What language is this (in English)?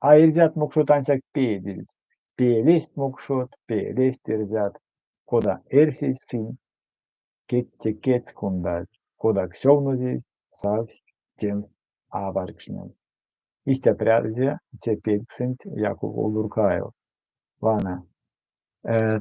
Erzya